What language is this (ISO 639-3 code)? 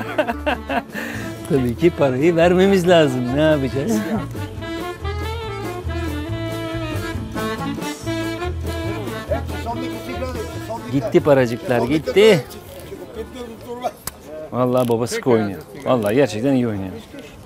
tur